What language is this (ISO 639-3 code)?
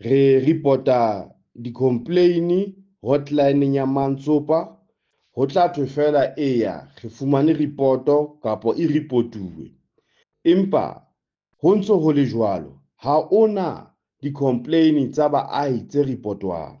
sot